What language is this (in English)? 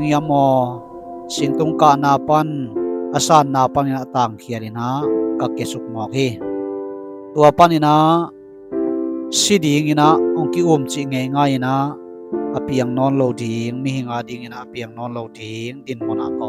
Tedim Chin